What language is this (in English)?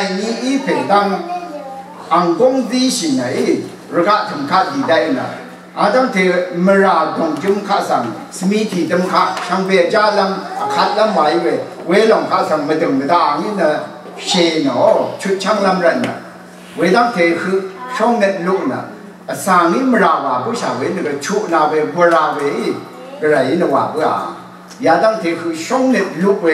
Rawang